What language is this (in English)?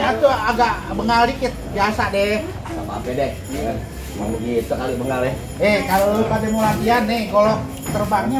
Betawi